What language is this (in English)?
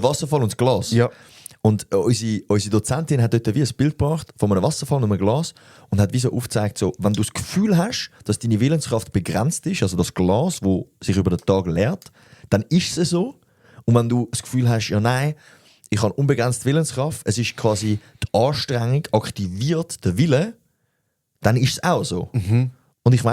Swiss German